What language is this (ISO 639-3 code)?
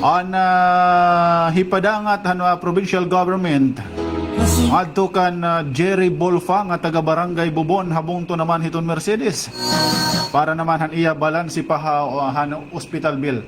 war